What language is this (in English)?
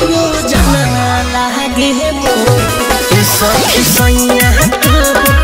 Bhojpuri